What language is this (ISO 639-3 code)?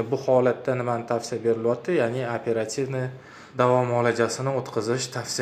uzb